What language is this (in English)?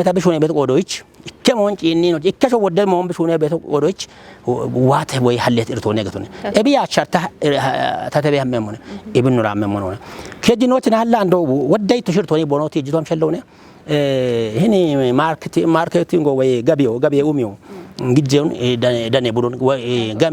Kafa